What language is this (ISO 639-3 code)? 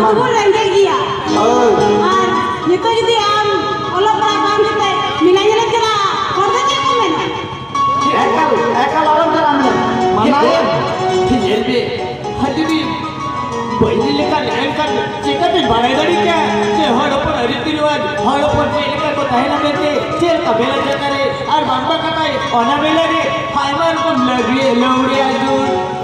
sat